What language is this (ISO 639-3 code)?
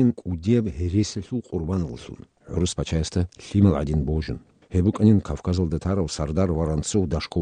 ava